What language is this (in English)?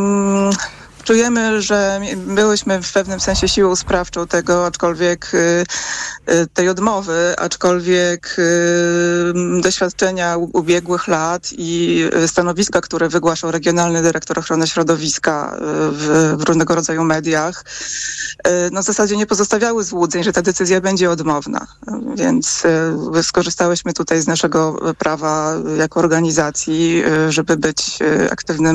Polish